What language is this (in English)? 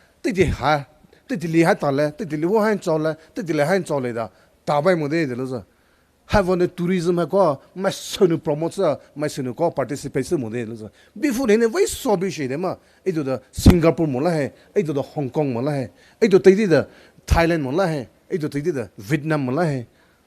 Poumei Naga